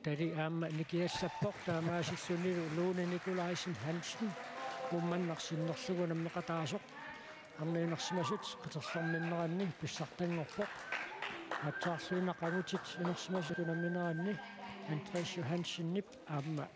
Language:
Kalaallisut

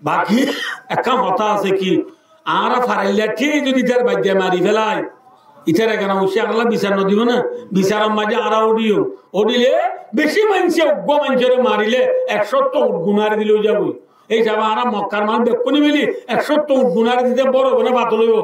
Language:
Rohingya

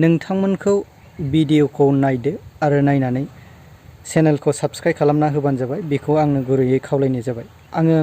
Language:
Bodo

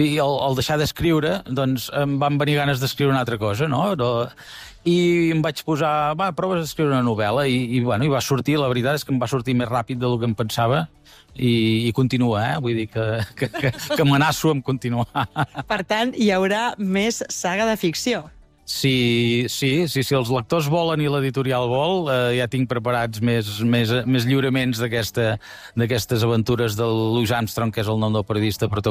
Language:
Catalan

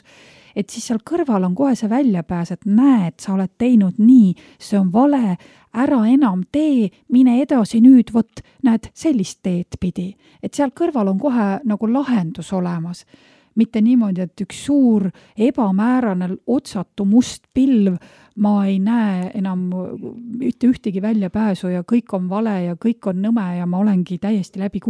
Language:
Estonian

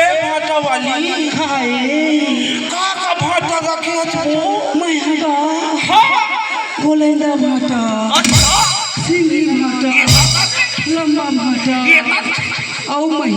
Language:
Chhattisgarhi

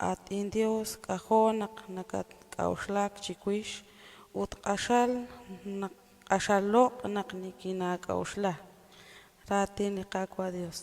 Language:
Kekchí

